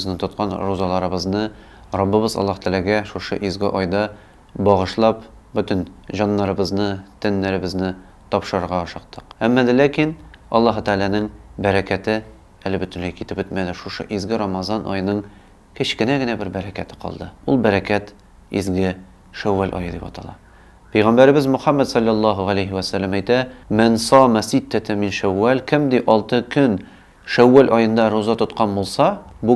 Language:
Tatar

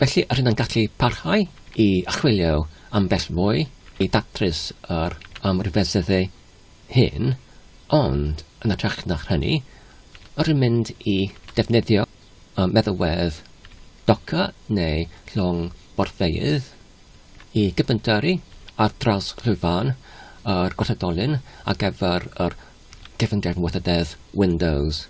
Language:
Welsh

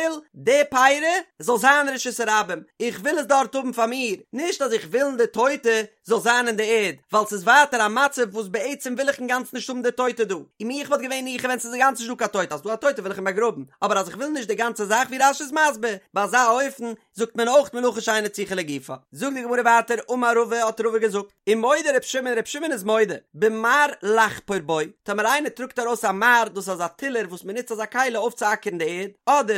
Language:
Yiddish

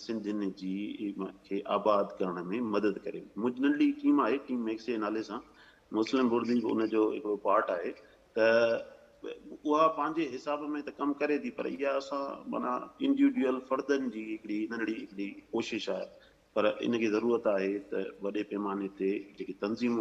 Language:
Sindhi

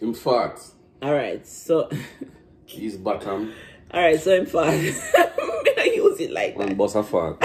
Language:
Jamaican Creole English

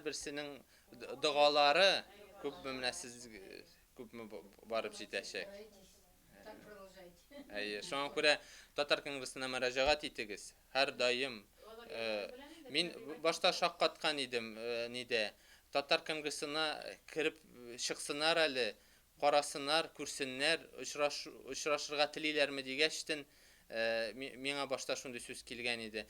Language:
Tatar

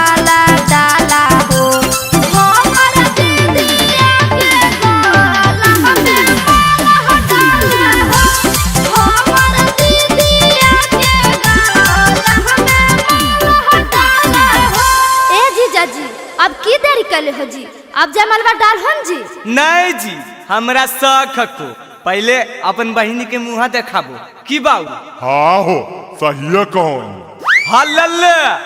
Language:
Magahi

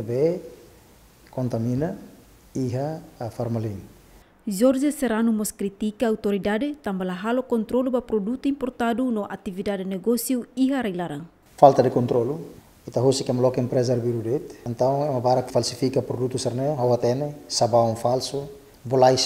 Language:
Tetum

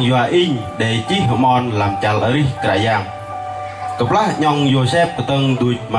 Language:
Bahnar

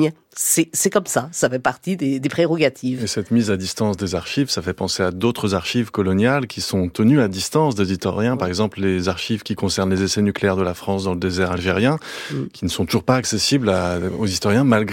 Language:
French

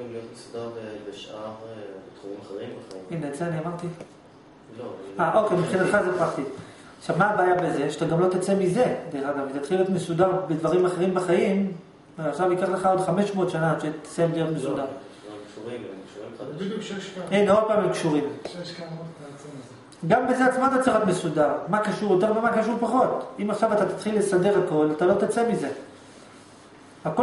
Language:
Hebrew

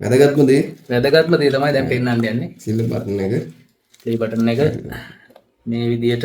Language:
Sinhala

